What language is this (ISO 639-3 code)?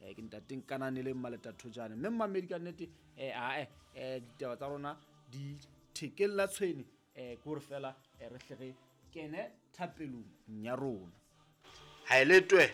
sot